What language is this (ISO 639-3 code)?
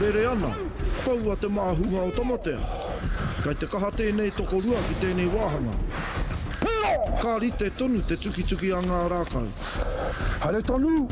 mri